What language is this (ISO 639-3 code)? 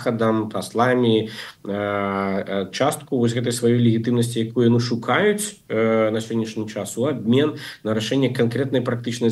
bel